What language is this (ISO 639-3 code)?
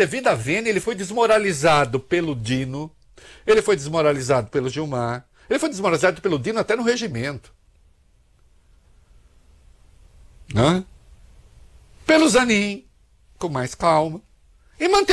por